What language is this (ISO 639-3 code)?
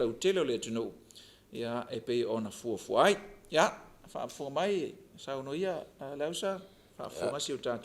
smo